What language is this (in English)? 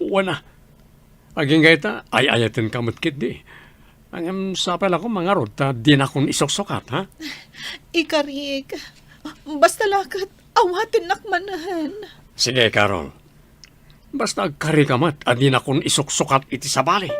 Iloko